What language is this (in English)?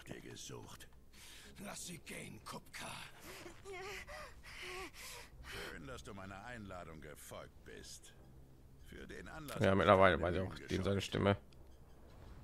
German